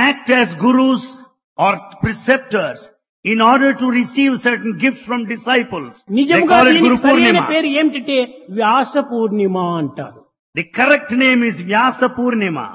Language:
Telugu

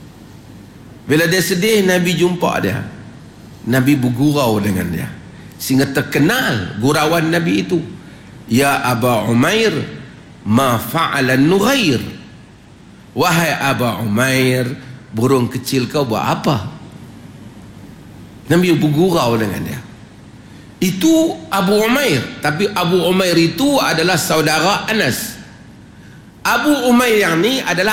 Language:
Malay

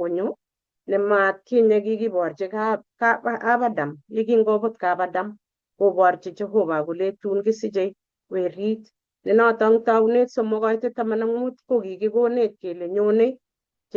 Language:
Kalenjin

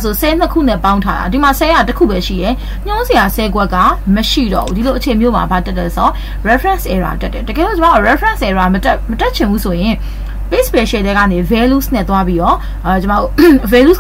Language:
Burmese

